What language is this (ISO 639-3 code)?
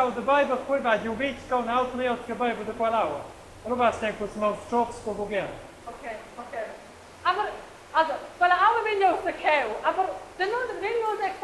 roh